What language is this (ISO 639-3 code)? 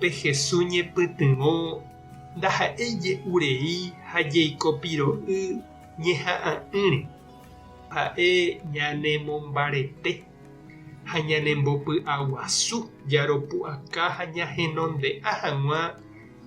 grn